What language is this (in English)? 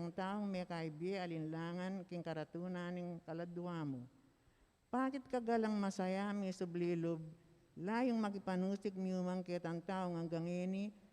Pampanga